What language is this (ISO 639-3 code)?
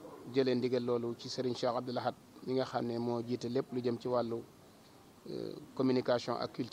wol